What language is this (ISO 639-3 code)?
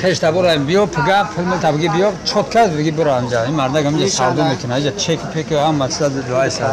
tgk